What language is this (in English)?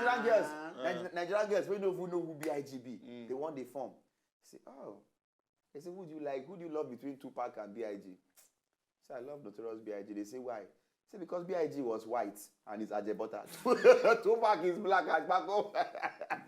Nigerian Pidgin